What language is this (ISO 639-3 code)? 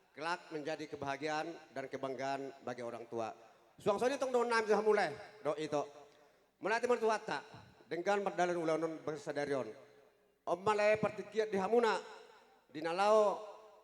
bbc